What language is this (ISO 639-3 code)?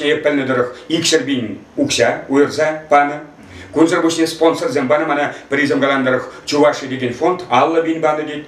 chv